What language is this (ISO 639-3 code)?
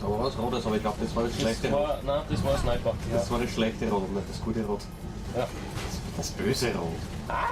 bar